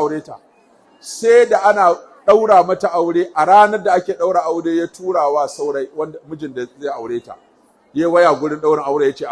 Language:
Hausa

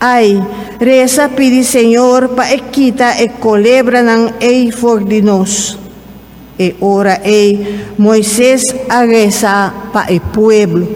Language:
Papiamento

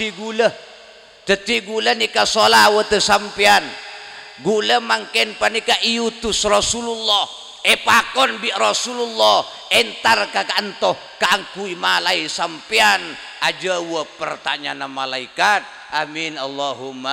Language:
Madurese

